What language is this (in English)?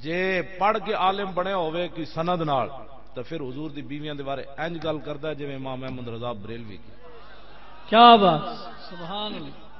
Western Panjabi